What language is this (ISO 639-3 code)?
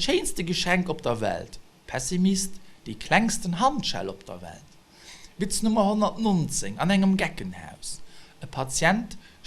ltz